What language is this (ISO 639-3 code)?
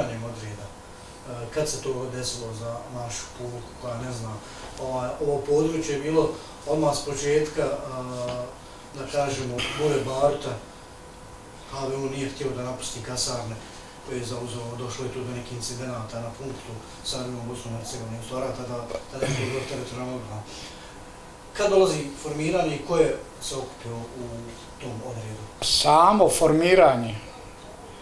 bos